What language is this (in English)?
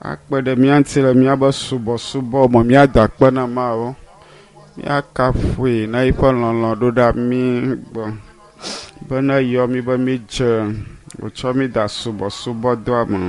Ewe